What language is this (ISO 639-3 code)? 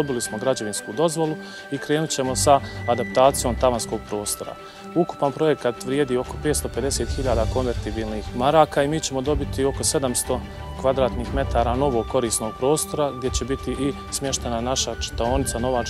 bos